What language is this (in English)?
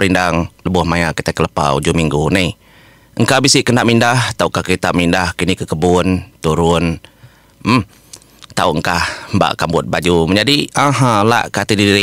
Iban